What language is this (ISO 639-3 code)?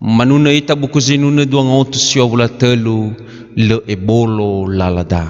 nia